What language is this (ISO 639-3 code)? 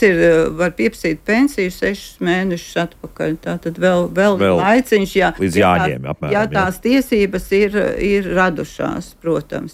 lav